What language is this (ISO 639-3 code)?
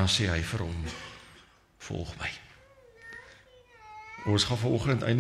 afr